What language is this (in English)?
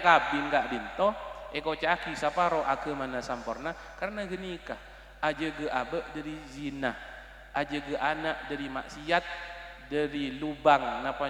Madurese